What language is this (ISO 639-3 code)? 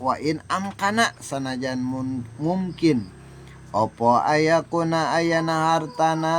sun